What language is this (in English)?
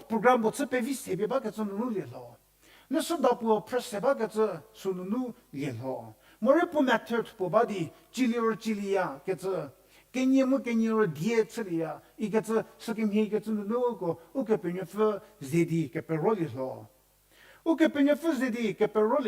Angami Naga